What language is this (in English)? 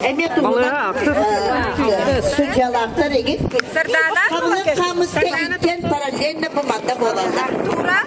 Yakut